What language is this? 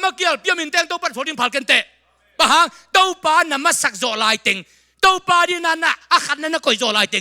Tedim Chin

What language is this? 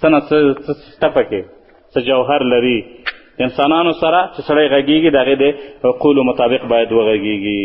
Pashto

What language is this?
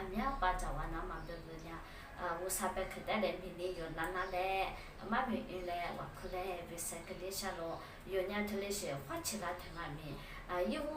Lisu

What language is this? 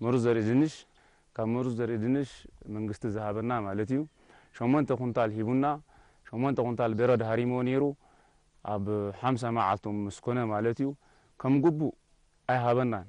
Tigrinya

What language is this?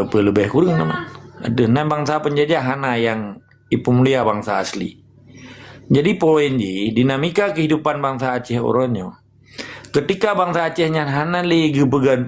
Achinese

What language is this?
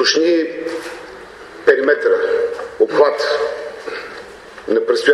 Bulgarian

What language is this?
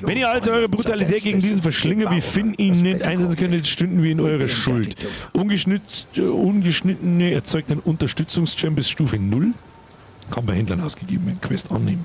Bavarian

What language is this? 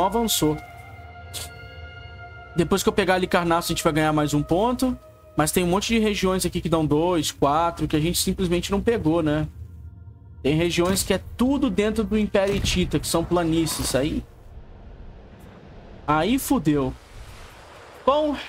Portuguese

